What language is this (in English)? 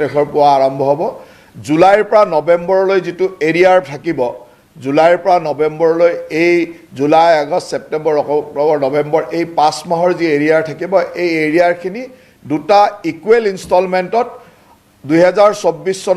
Assamese